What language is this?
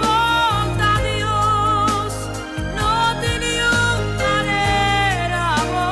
Papiamento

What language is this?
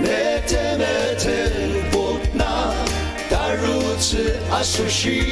Ao Naga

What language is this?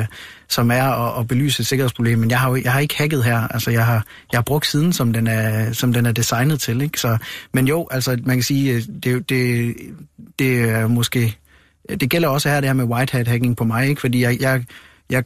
Danish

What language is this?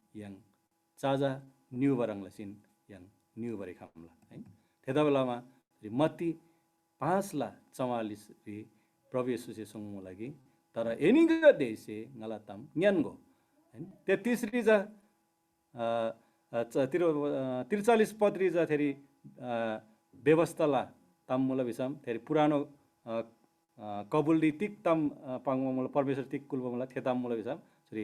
Eastern Tamang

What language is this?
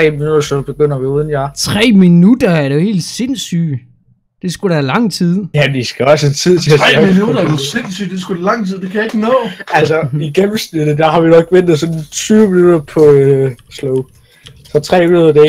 Danish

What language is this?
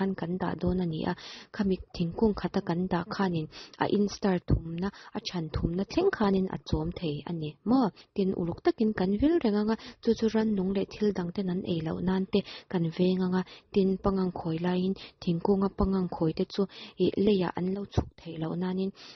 Mizo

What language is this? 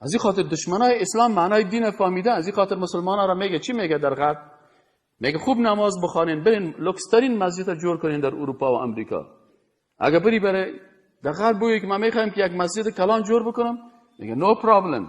Persian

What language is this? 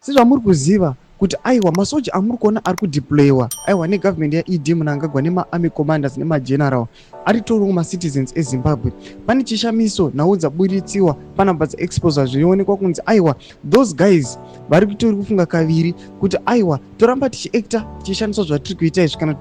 Shona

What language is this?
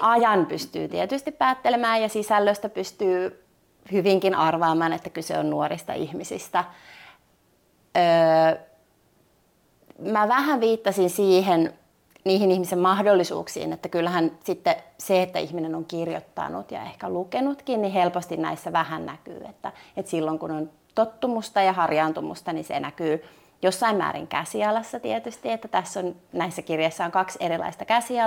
Finnish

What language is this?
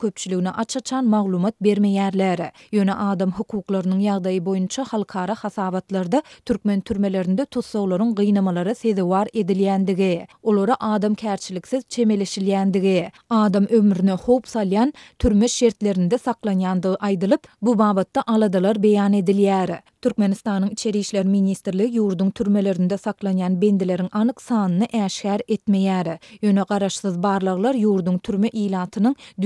Turkmen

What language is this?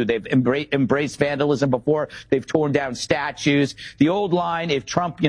English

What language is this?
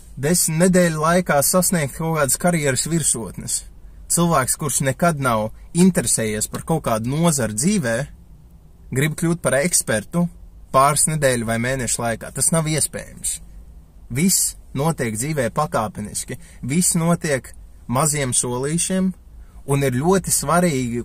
Latvian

